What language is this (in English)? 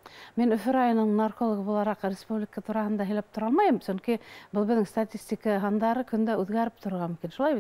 Bashkir